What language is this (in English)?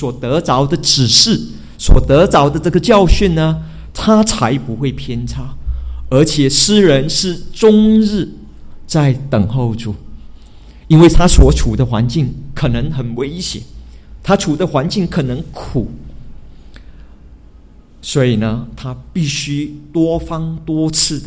Chinese